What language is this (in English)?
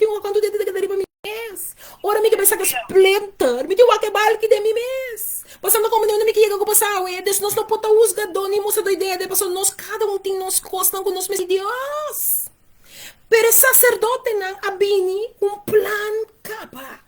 Papiamento